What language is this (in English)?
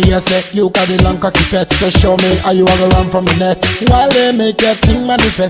Dagbani